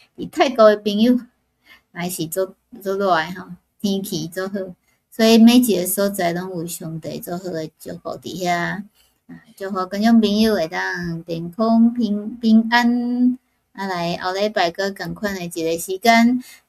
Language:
Min Nan Chinese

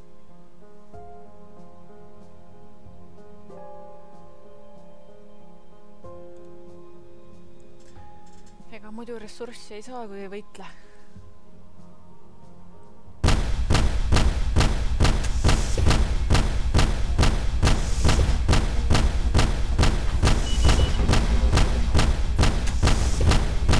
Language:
Estonian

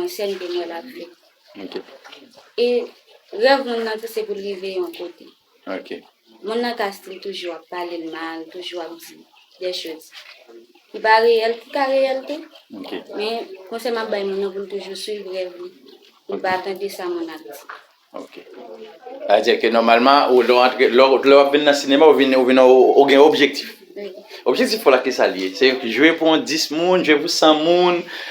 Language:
Haitian Creole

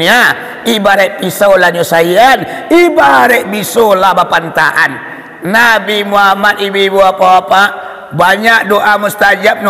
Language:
Minangkabau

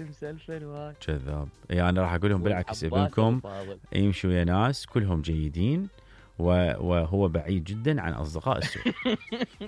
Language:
Mesopotamian Arabic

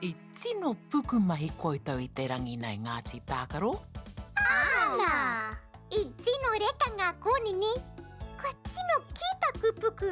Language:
Māori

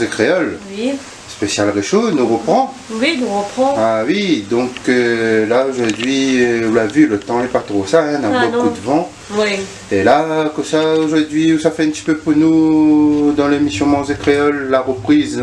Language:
Réunion Creole French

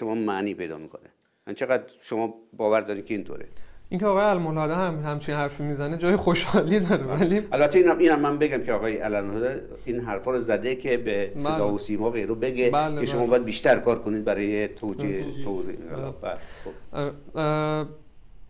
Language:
Persian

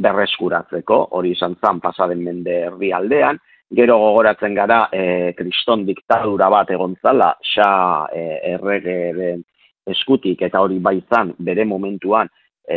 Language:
Basque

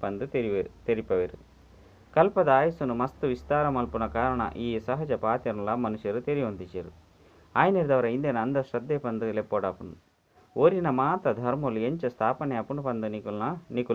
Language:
Tulu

